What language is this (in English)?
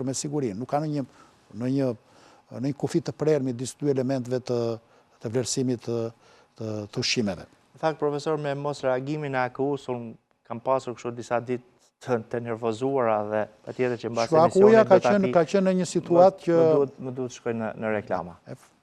Albanian